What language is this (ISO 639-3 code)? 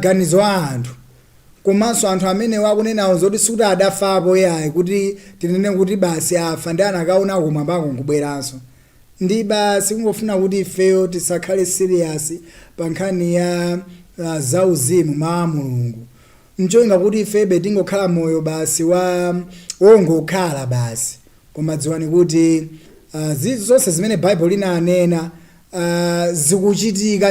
nya